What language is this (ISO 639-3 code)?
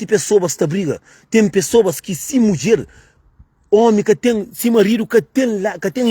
kea